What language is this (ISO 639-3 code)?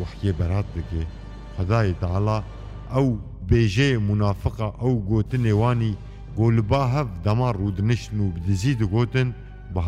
kur